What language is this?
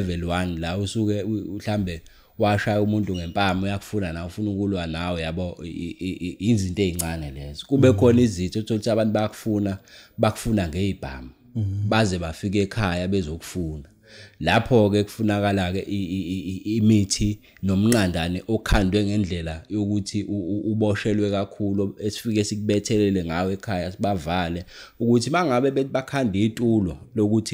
Zulu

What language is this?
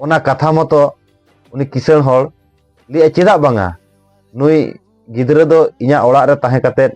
Santali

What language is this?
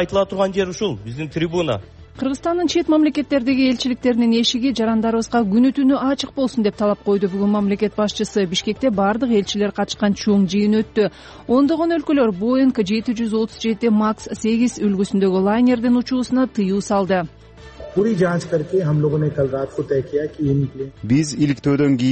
Kyrgyz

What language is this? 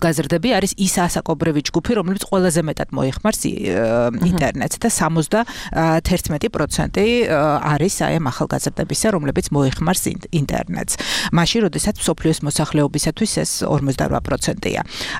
Georgian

